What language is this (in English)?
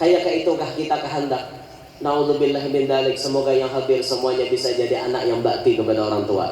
Banjar